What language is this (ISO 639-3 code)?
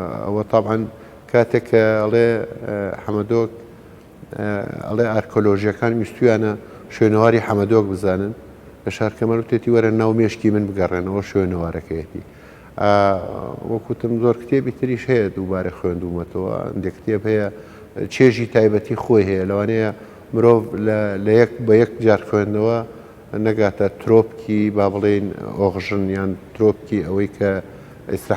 ckb